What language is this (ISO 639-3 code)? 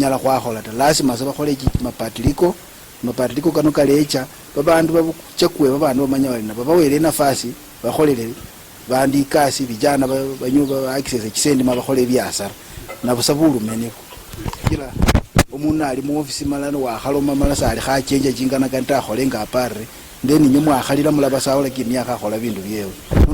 luy